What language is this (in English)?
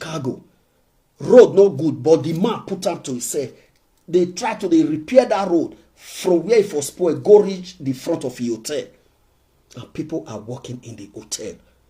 Nigerian Pidgin